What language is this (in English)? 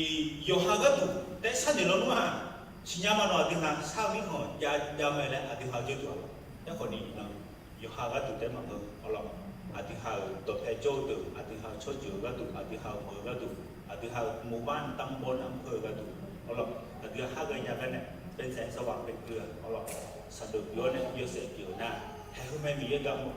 Akha